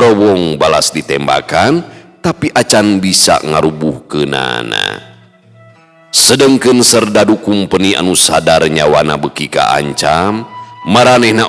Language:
Sundanese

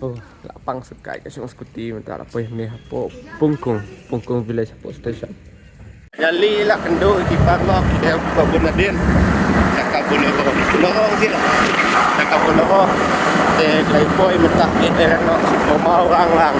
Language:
Khasi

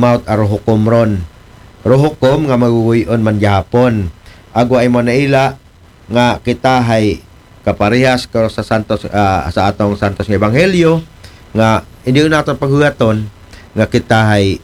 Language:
Aklanon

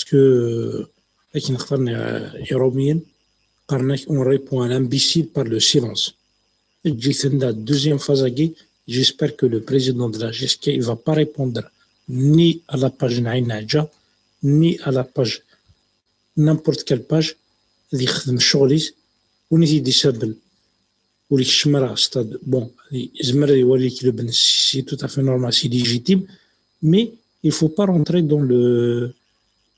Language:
Kabyle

